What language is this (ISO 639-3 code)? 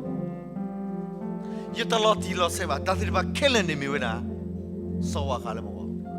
ksw